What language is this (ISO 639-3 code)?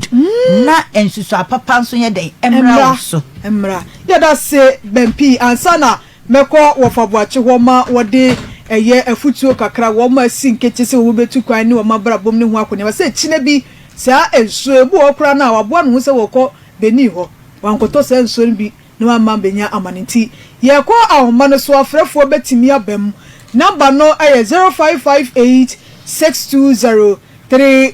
aka